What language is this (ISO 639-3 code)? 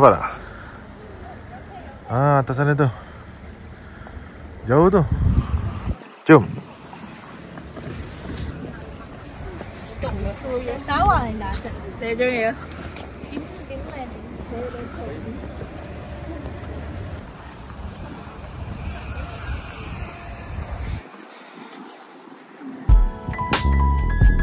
msa